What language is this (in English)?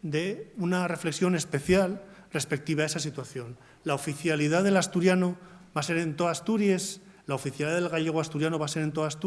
Asturian